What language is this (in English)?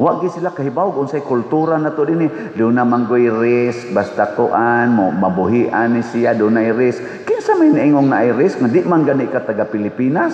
Cebuano